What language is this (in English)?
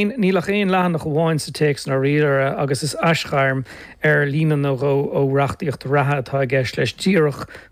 Irish